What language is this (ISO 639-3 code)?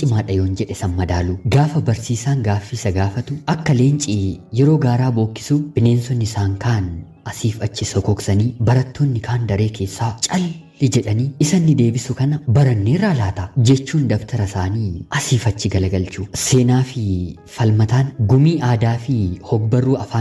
orm